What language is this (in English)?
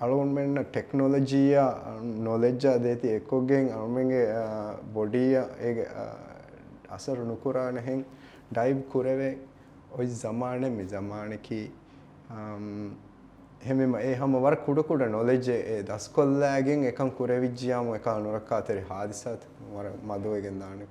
Divehi